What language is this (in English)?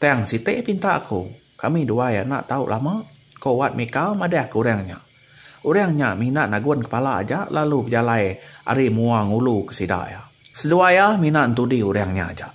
Iban